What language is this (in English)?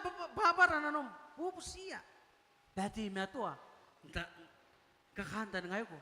Gilbertese